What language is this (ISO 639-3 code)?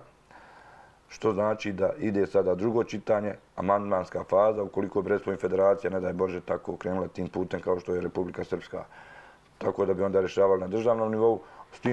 srp